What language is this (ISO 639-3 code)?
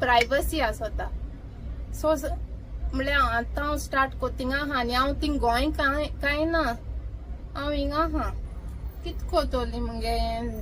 kok